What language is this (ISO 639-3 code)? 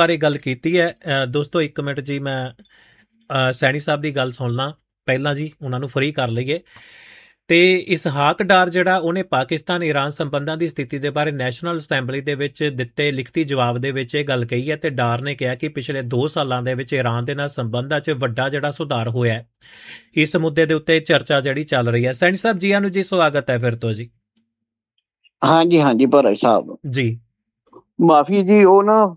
pan